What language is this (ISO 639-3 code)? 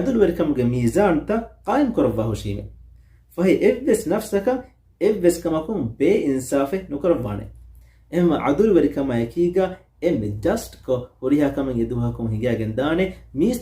div